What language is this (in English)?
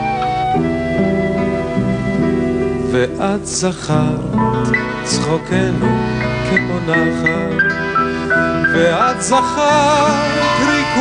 Hebrew